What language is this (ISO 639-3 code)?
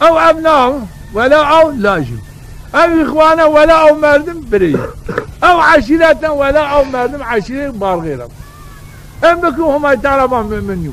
zza